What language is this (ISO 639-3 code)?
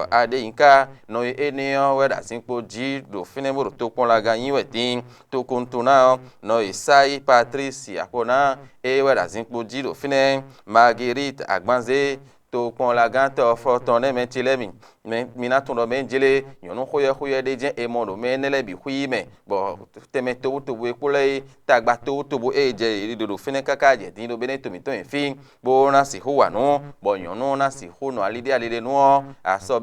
fon